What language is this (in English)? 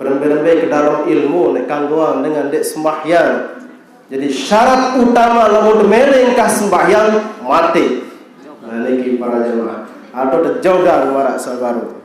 Sasak